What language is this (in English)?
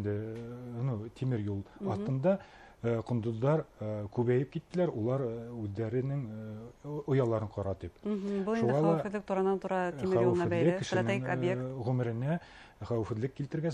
Bashkir